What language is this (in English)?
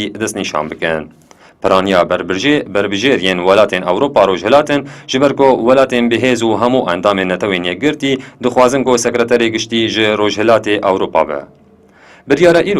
Kurdish